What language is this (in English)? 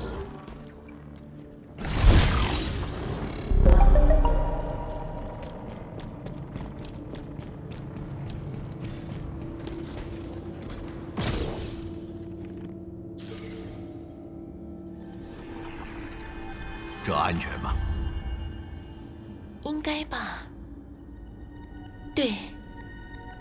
Chinese